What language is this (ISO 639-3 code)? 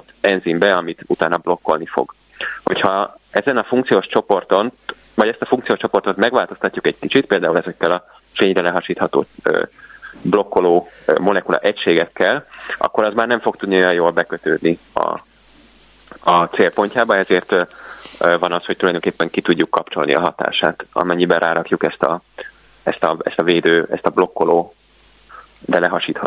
hun